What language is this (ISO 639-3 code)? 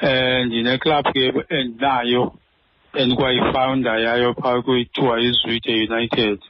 xho